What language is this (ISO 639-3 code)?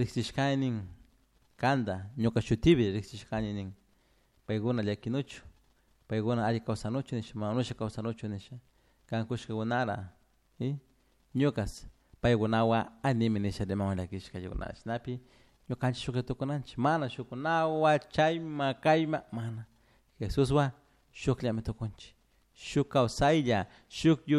qug